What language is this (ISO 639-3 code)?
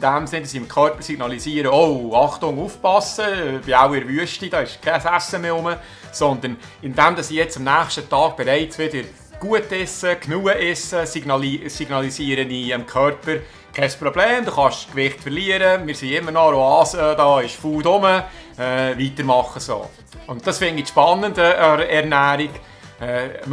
gsw